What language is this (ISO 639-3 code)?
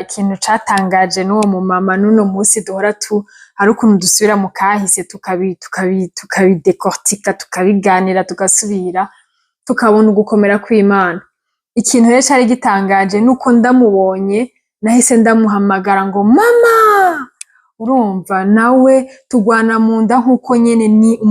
run